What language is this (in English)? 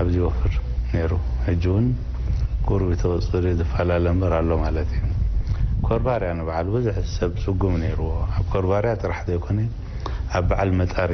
Tigrinya